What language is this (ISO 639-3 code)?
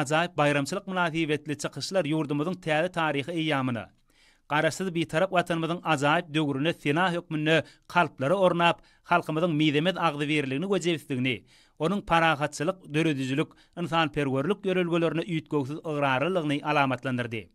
tuk